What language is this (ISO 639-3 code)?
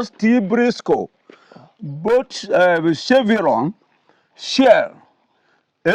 ibo